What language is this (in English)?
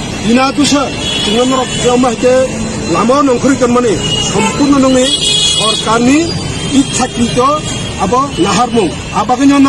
Kok Borok